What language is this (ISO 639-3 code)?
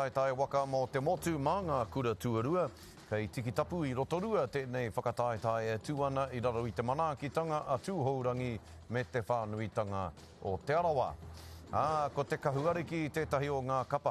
mri